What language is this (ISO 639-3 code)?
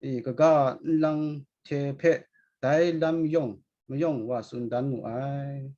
kac